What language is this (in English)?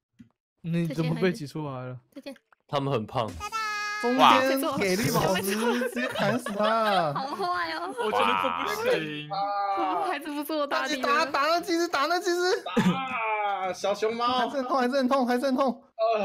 Chinese